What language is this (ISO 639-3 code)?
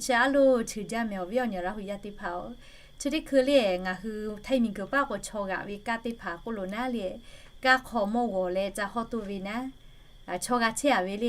lhu